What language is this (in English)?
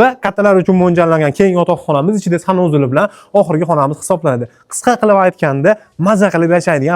Uzbek